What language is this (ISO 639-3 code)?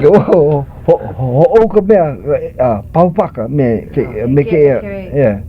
haw